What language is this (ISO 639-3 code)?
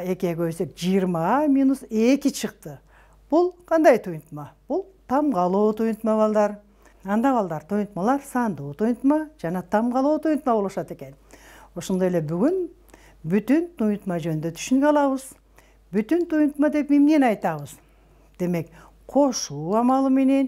kir